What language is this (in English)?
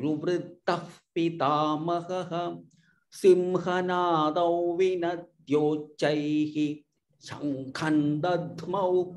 Sanskrit